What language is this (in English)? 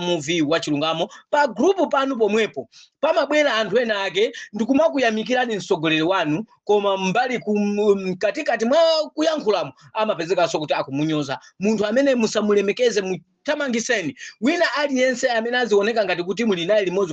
Nyanja